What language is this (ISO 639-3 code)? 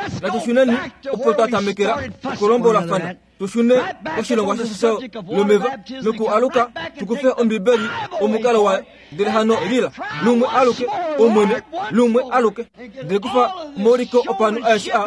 kua